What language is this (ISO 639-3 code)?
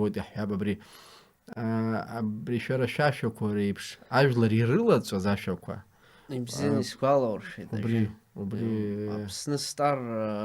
abk